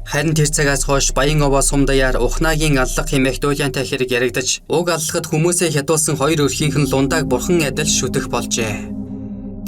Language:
Mongolian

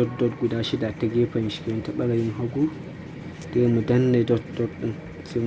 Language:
Hausa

